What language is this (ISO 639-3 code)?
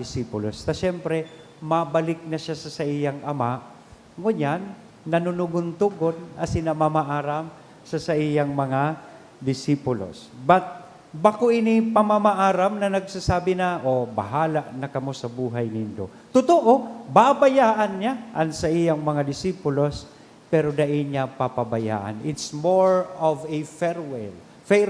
bik